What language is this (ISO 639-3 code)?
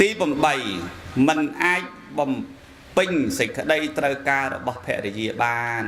khm